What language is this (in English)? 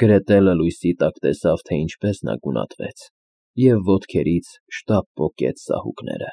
Armenian